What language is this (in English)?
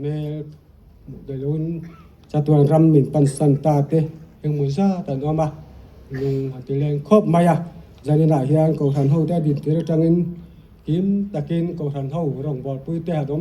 Mizo